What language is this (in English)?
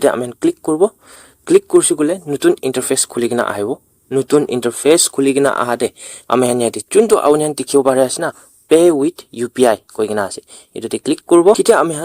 Naga Pidgin